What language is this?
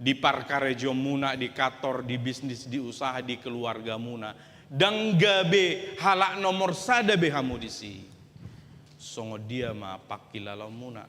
Batak Toba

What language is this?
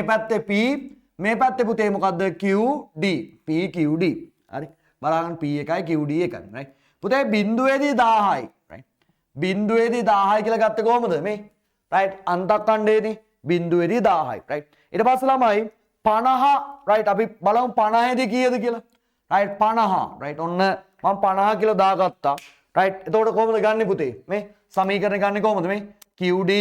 Sinhala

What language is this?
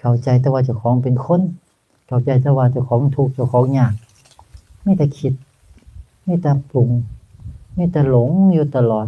Northeastern Thai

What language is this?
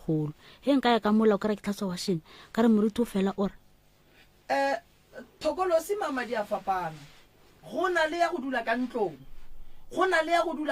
Northern Sotho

